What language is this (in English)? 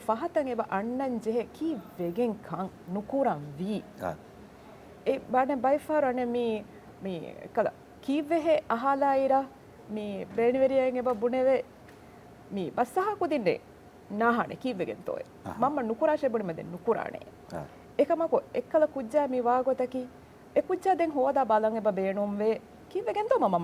Divehi